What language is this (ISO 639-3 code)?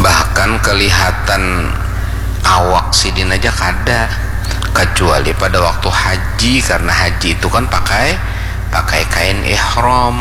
bjn